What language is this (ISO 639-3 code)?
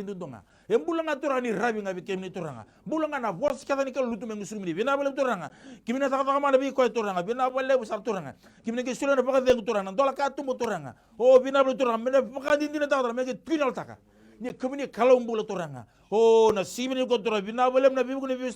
fij